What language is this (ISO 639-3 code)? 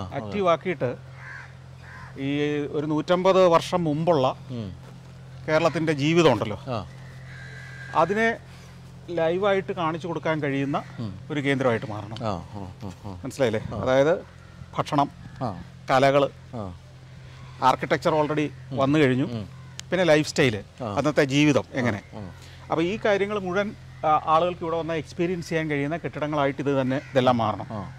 mal